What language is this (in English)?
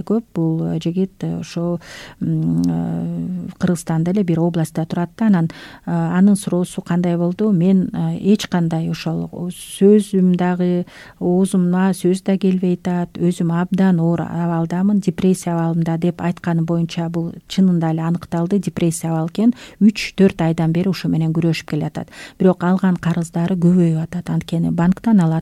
Kyrgyz